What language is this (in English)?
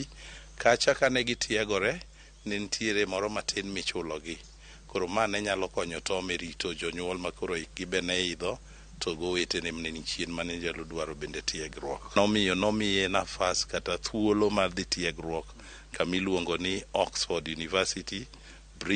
Luo (Kenya and Tanzania)